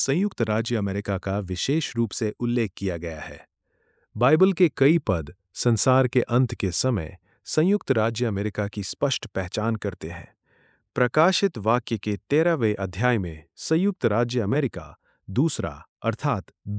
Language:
Hindi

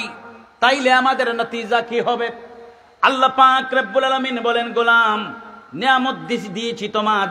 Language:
Bangla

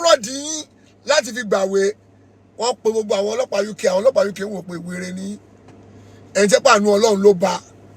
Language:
Yoruba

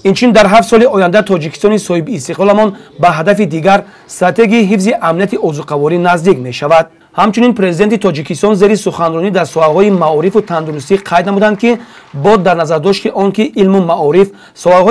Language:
Tajik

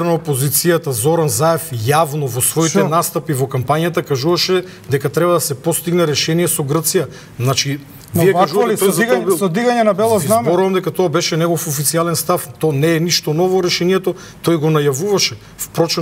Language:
Macedonian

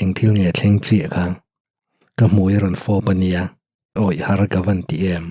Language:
Mizo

